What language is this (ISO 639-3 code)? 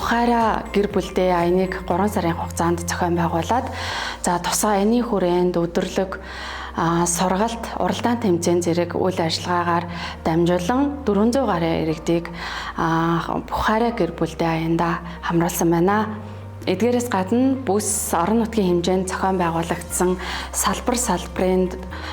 mon